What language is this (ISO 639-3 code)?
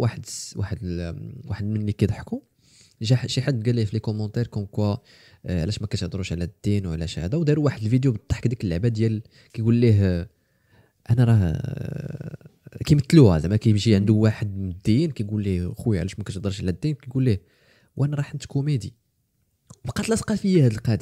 ary